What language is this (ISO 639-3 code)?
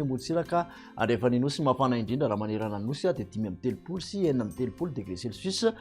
mlg